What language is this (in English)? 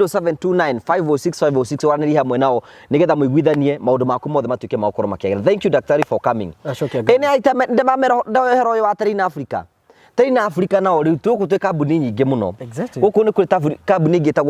Kikuyu